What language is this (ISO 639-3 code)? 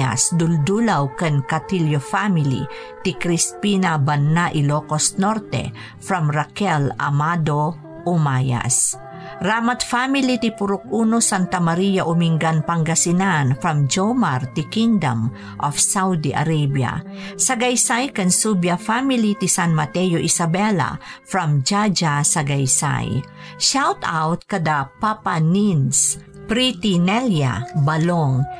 ilo